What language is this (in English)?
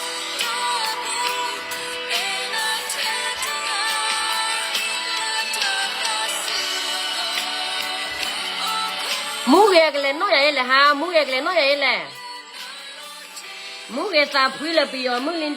S'gaw Karen